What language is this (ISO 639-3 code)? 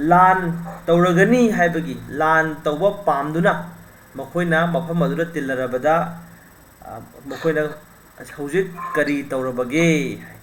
mni